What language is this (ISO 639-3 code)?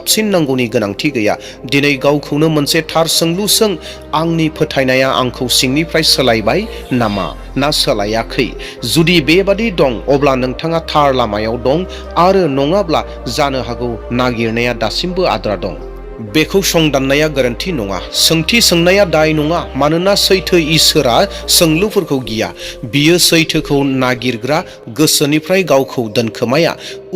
brx